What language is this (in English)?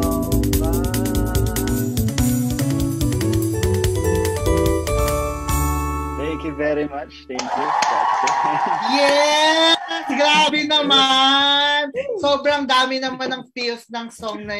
Filipino